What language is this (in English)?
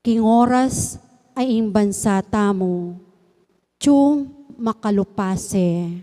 Pampanga